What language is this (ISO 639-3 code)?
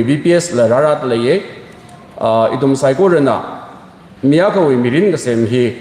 nmf